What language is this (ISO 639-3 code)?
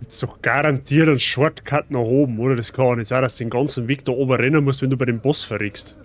bar